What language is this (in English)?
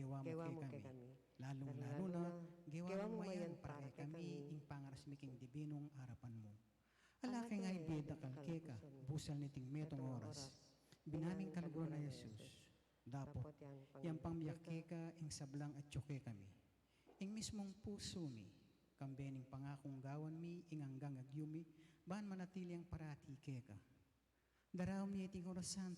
Pampanga